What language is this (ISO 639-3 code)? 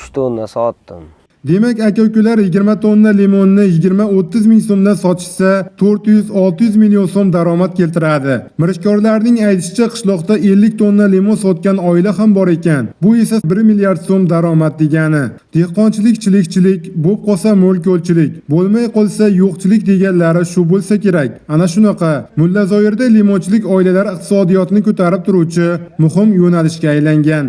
uzb